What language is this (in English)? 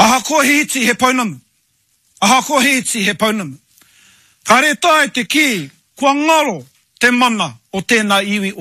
Māori